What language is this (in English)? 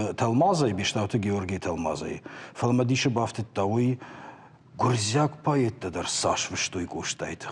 Ossetic